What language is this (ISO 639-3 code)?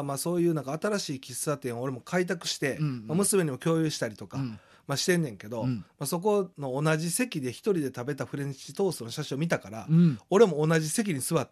jpn